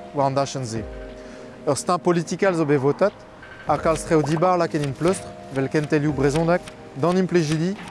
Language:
Breton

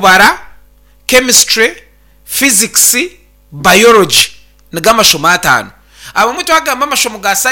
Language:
Nyankole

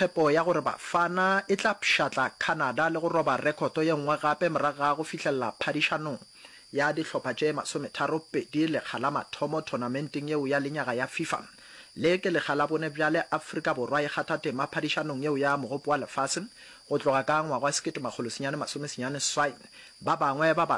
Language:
Northern Sotho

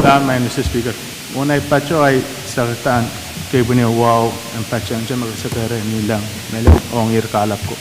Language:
Pohnpeian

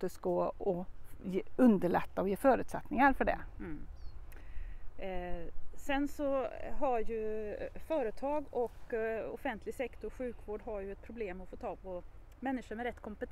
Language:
Swedish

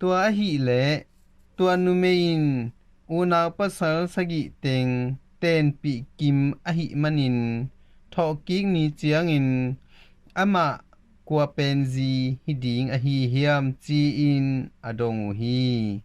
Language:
Tedim Chin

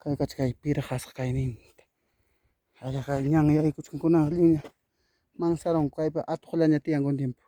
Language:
Ayacucho Quechua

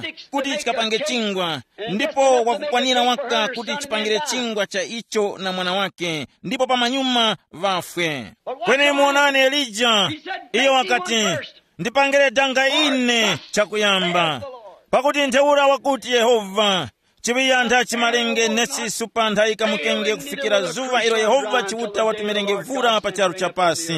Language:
Tumbuka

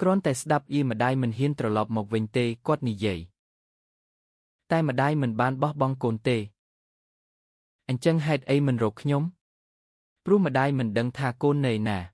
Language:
Khmer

